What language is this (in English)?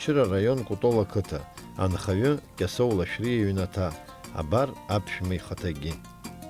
Abkhazian